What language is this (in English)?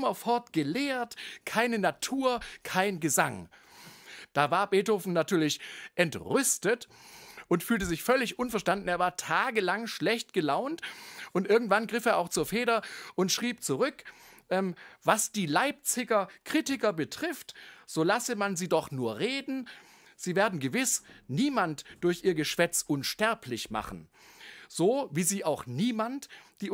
German